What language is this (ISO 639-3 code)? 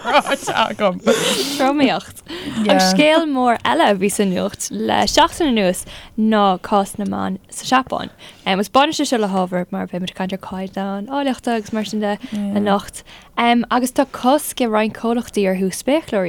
gle